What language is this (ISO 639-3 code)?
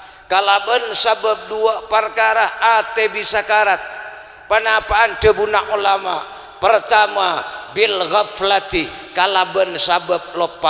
mad